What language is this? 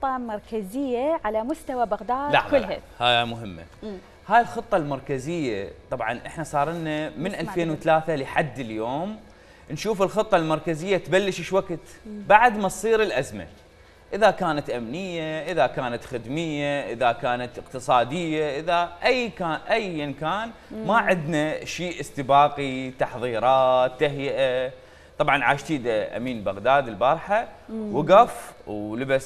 Mesopotamian Arabic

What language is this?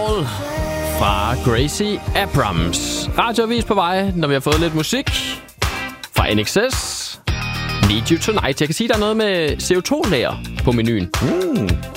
Danish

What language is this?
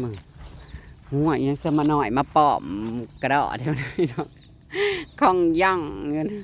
Northeastern Thai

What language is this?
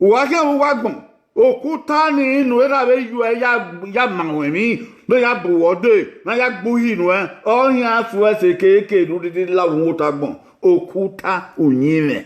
Bini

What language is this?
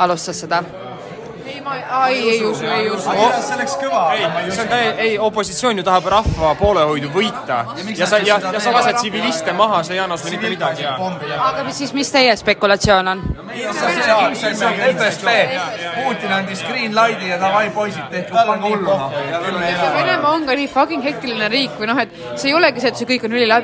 Estonian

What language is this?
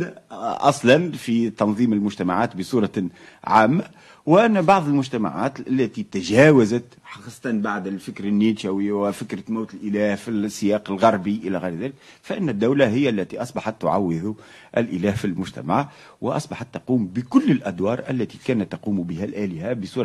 Arabic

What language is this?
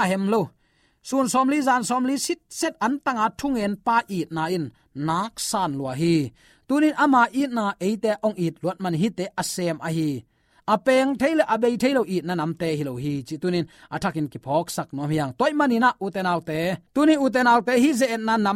Tedim Chin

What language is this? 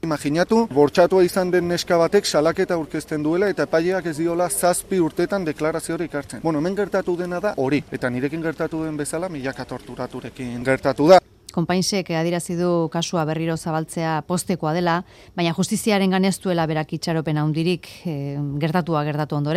Basque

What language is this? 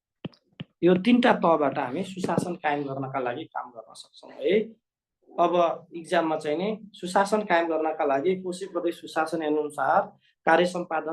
Nepali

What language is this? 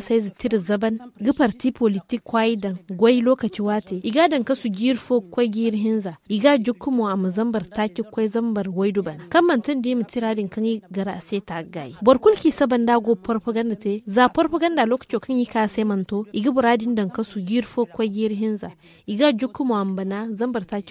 Zarma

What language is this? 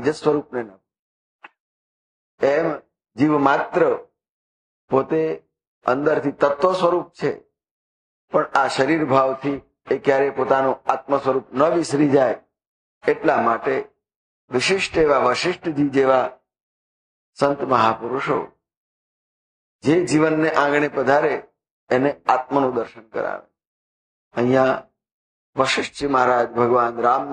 Gujarati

